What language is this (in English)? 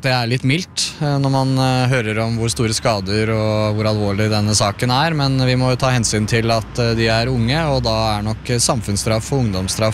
Norwegian